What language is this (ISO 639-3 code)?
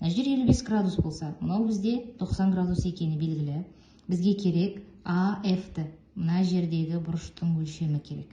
kaz